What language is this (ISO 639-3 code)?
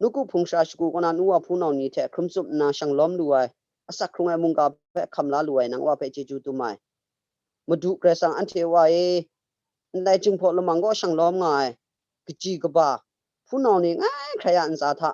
kac